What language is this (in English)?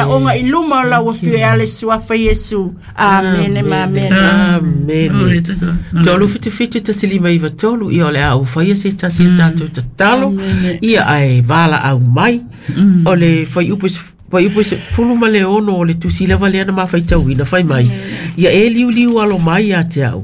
Samoan